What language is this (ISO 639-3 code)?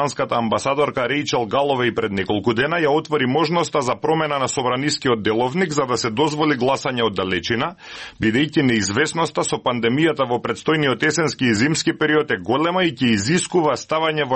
mkd